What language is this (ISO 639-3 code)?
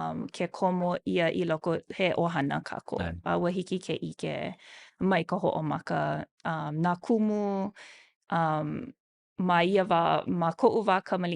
haw